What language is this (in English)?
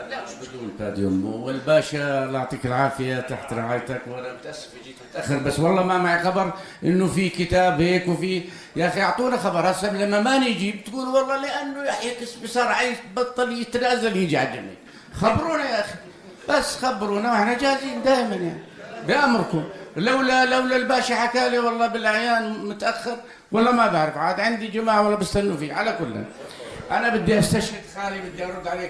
North Levantine Arabic